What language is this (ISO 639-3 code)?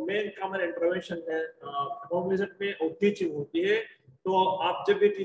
hin